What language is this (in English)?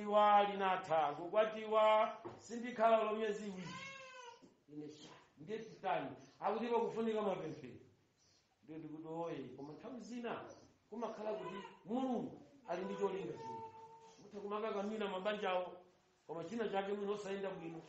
Nyanja